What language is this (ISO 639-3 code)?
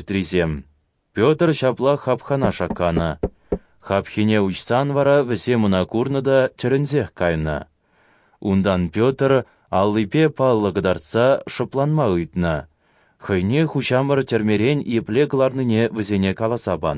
chv